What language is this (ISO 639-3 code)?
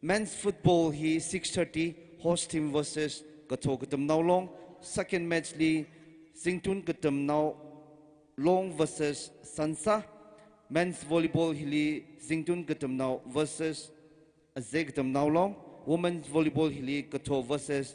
nmf